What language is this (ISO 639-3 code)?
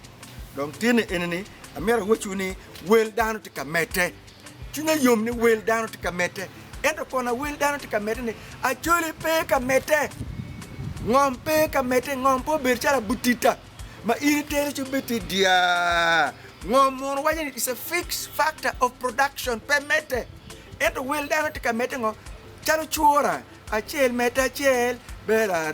ach